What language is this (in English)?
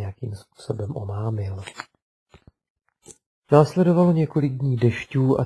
Czech